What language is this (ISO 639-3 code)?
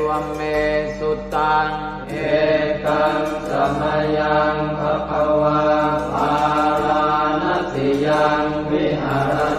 pli